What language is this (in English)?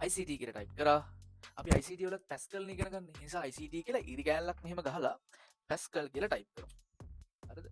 Sinhala